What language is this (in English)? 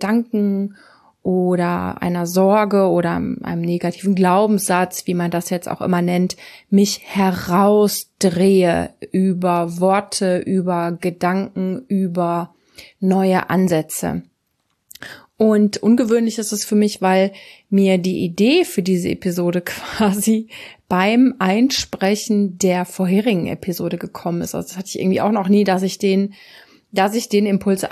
German